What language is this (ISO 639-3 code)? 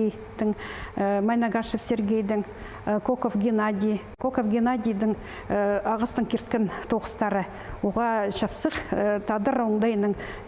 kjh